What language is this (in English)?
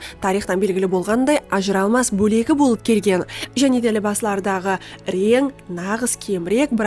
Kara-Kalpak